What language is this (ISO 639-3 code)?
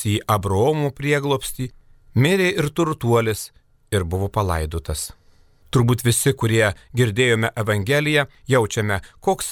lit